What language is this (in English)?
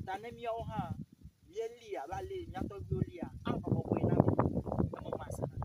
Ewe